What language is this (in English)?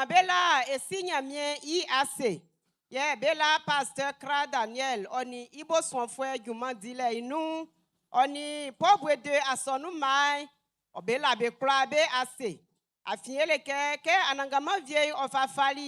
Baoulé